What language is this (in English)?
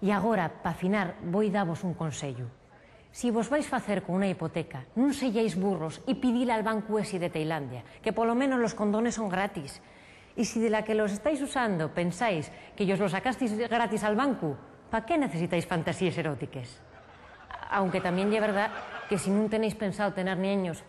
Asturian